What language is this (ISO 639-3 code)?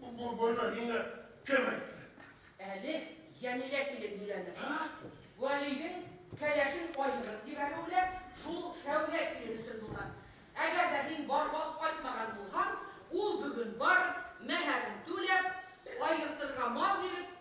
bak